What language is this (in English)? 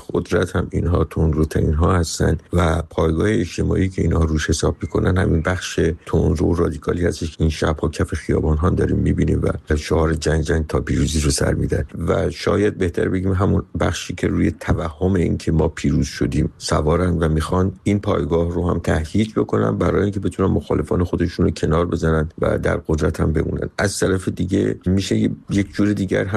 Persian